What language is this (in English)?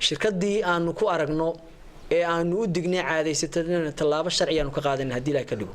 Somali